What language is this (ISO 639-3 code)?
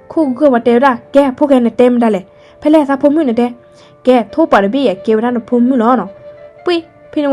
ksw